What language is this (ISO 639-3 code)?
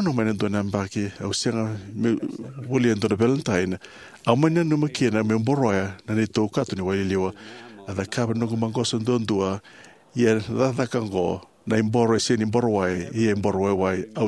fij